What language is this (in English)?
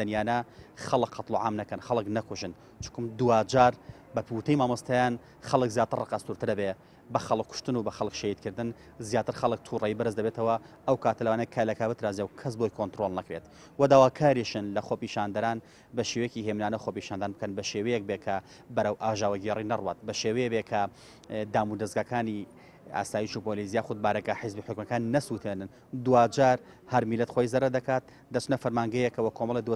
Central Kurdish